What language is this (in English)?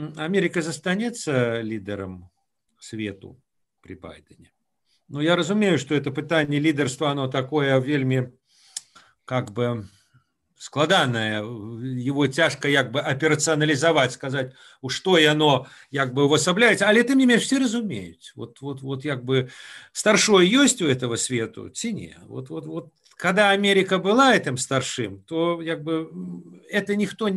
Belarusian